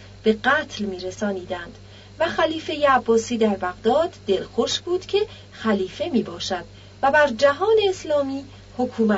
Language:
Persian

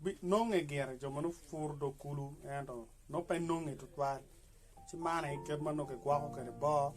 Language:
Acoli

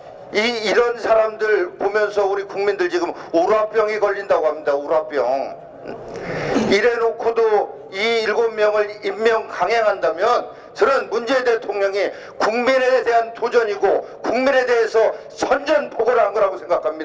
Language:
Korean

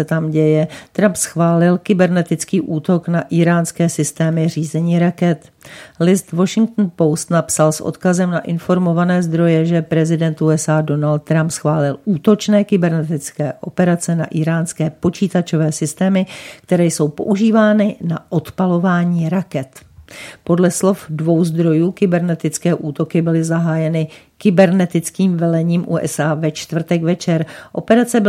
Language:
Czech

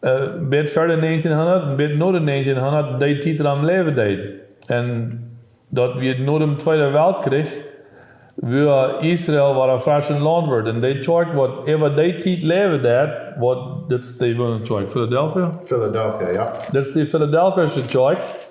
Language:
Plautdietsch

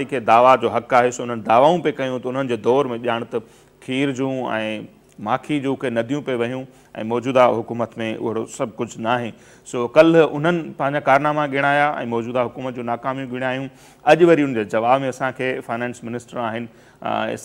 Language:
Sindhi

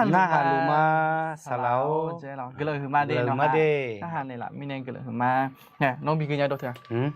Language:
Akha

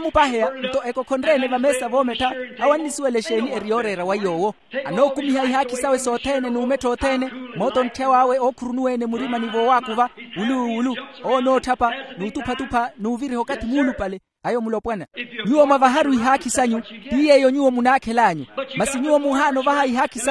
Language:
Makhuwa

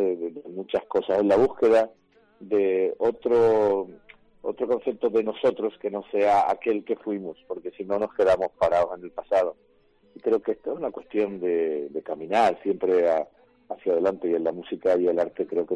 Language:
Spanish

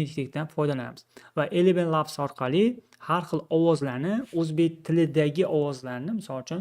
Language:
Uzbek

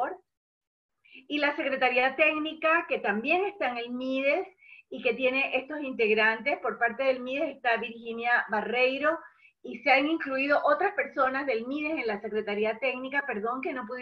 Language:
Spanish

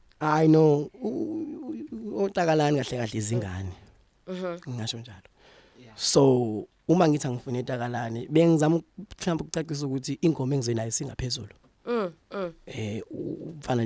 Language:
Zulu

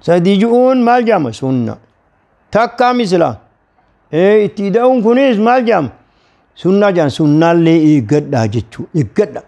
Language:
Oromo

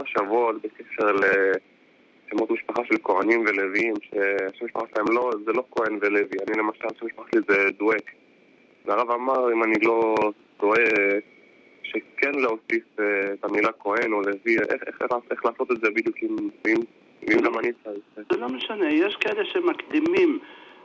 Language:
Hebrew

